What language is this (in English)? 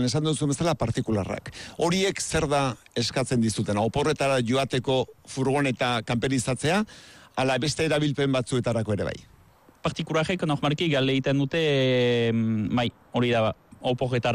Basque